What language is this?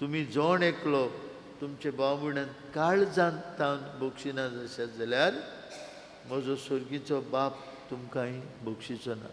Konkani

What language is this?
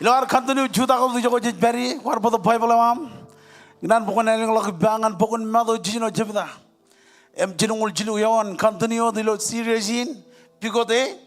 Marshallese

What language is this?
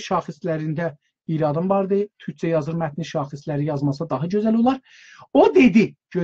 South Azerbaijani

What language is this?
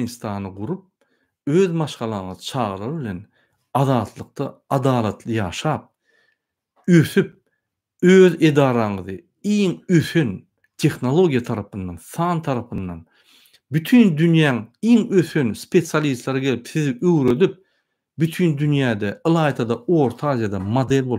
Turkmen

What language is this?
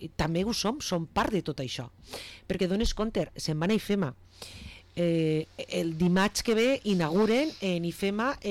Catalan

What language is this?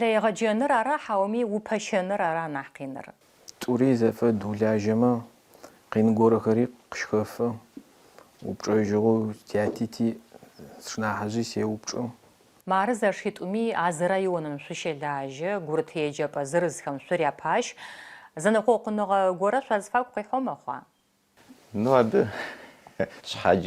Adyghe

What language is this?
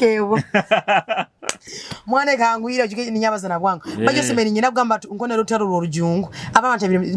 Nyoro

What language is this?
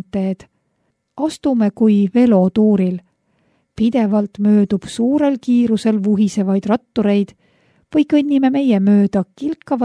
Estonian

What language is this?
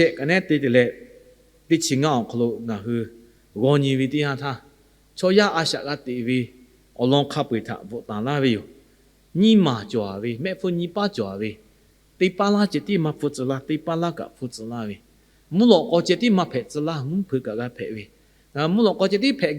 Lahu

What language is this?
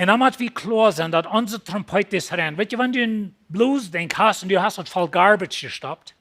Plautdietsch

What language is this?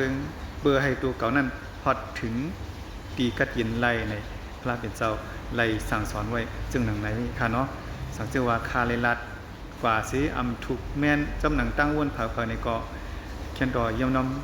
Shan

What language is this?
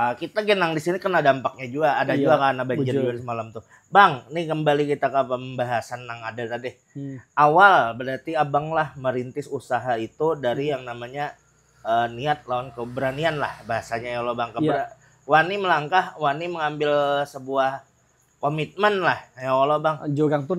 Banjar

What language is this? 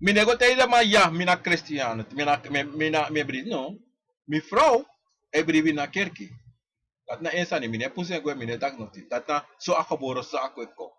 Sranan Tongo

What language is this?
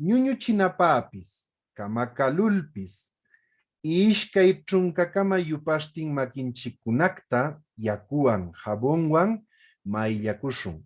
Huaylla Wanca Quechua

